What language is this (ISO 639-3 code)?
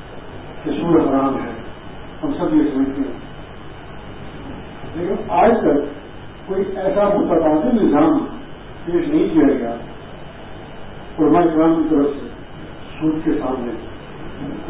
urd